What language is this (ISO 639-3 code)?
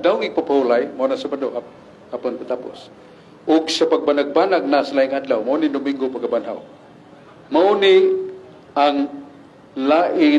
ceb